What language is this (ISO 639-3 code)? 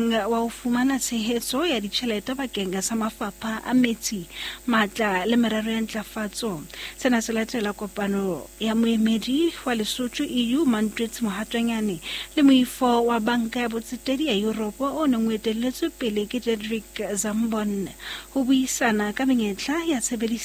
sot